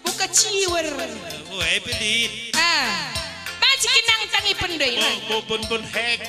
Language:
Batak Karo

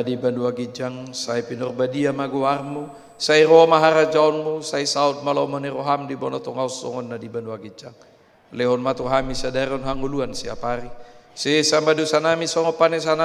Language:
Batak Toba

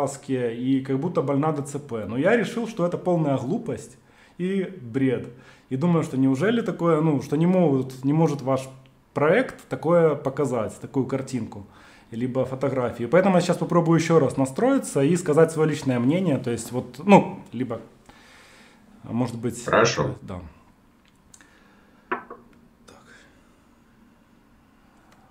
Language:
Russian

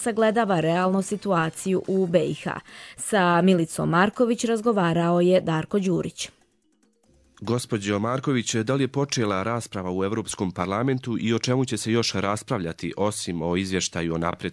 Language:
Bosnian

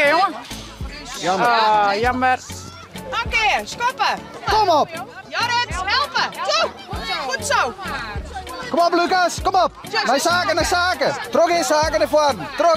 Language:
Western Frisian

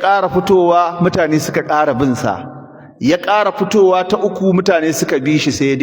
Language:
Hausa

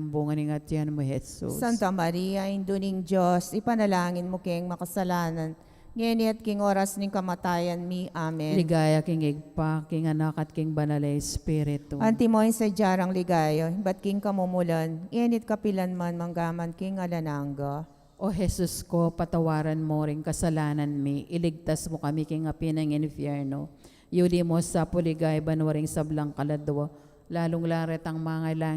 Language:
Pampanga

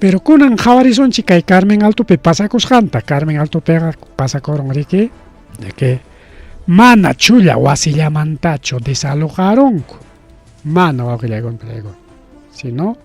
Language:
Ayacucho Quechua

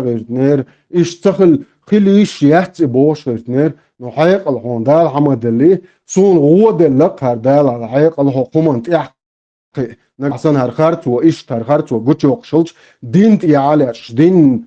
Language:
Chechen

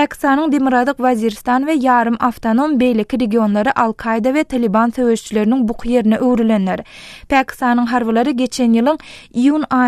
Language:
Turkmen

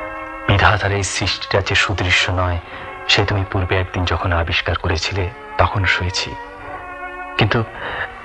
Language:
Bangla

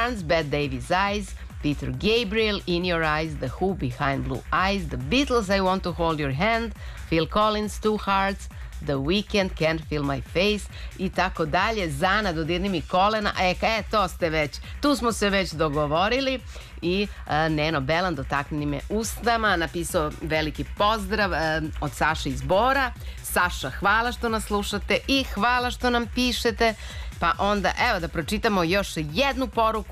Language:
Serbian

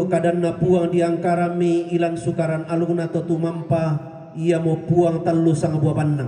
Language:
Toraja-Sa'dan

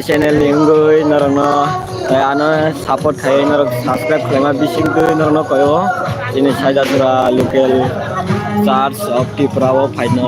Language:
Kok Borok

